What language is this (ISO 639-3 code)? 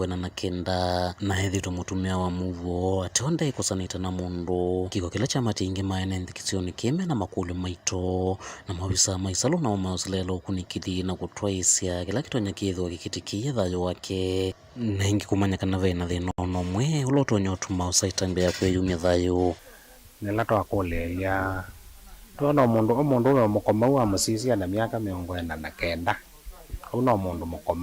kam